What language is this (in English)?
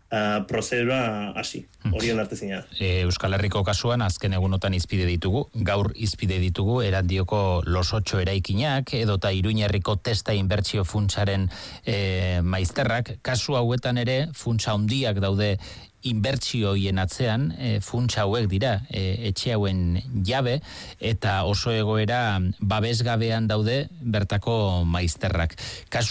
Basque